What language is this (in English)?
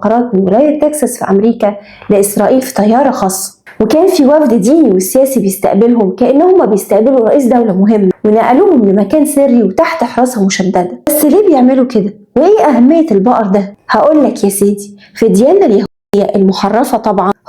Egyptian Arabic